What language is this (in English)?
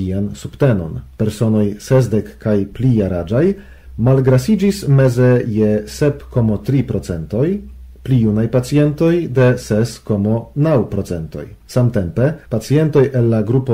Esperanto